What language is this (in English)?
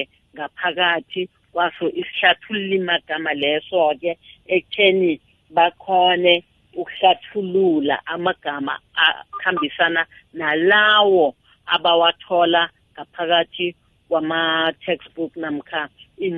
South Ndebele